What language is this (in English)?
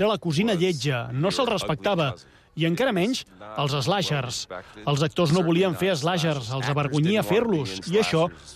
Catalan